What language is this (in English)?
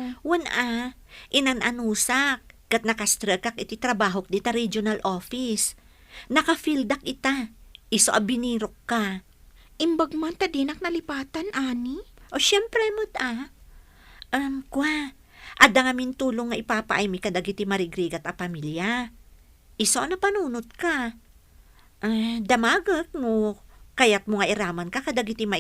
Iloko